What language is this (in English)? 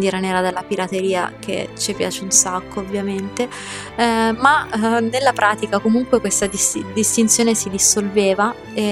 Italian